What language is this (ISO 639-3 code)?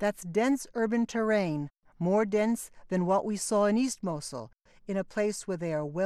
eng